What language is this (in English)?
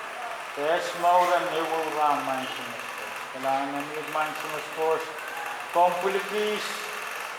Pohnpeian